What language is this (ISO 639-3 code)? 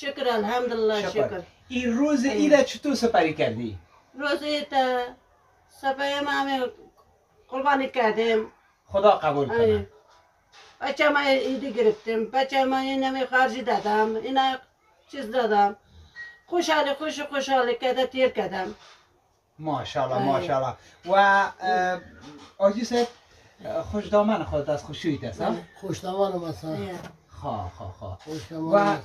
fas